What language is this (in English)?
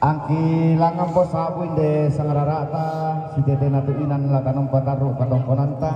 Toraja-Sa'dan